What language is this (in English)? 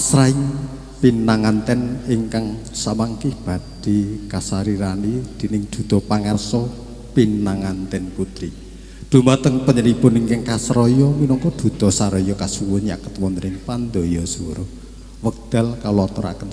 Javanese